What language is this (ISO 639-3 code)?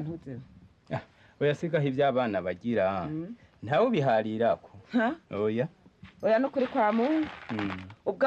run